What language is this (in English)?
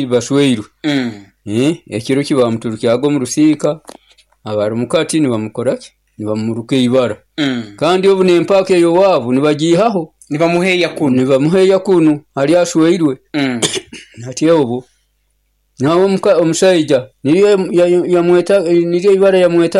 Nyoro